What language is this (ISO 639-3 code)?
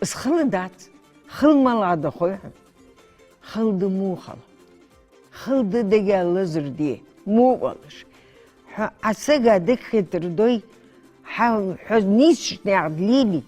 inh